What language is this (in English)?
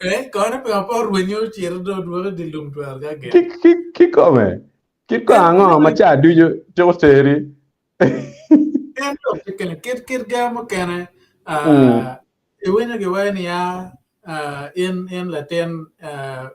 Acoli